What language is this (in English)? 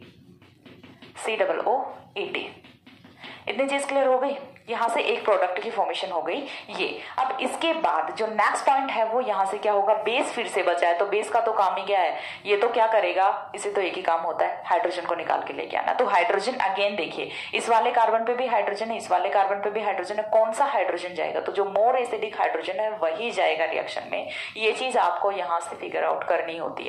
Hindi